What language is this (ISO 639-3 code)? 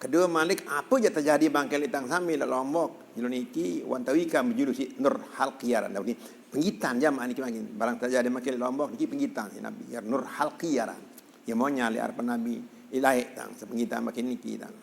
sas